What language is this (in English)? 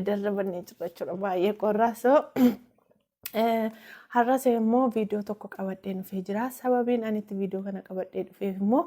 Oromo